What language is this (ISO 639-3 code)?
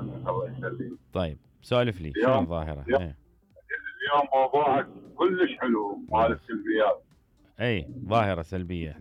acm